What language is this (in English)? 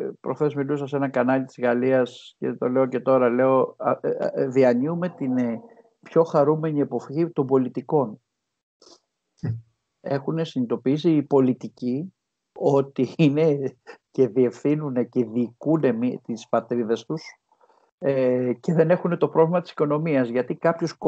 Greek